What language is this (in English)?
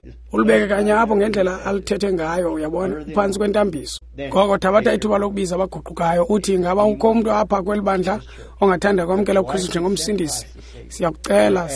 Xhosa